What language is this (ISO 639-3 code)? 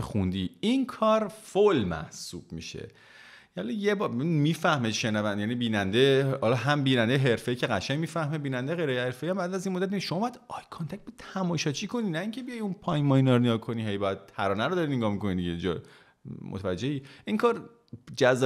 fas